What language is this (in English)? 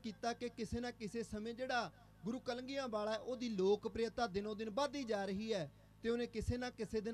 Punjabi